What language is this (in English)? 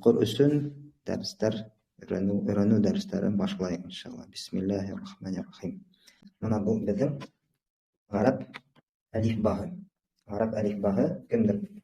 Bashkir